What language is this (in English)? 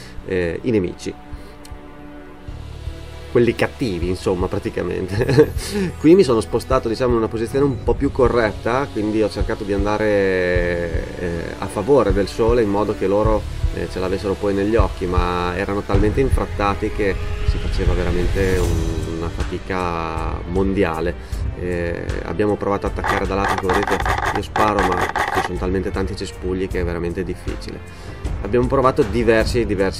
Italian